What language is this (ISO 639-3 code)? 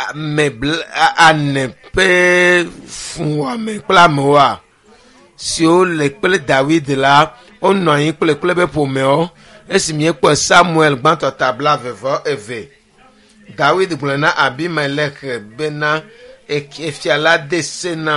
ewe